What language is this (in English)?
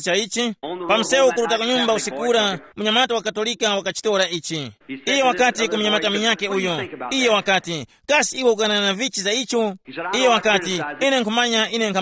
Tumbuka